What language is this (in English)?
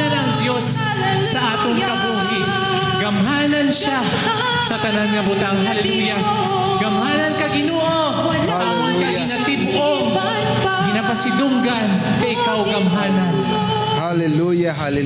Hiligaynon